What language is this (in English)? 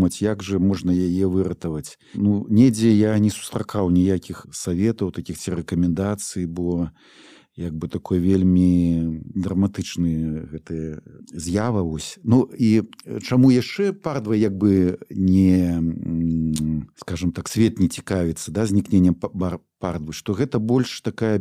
Belarusian